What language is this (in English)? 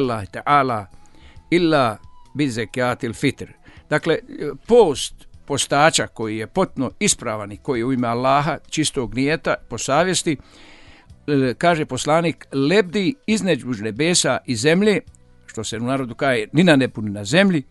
Bosnian